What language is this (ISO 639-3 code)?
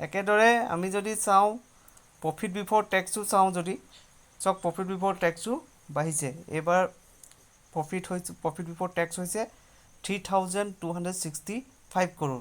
asm